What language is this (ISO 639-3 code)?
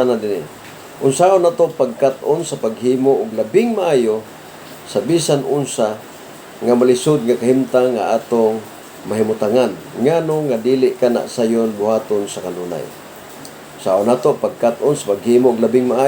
ceb